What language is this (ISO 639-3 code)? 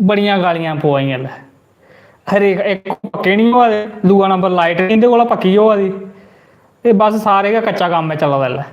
doi